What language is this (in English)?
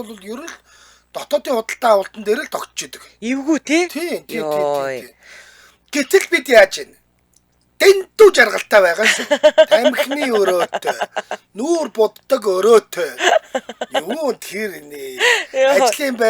Mongolian